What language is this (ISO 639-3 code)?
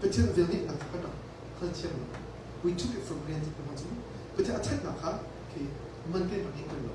cnh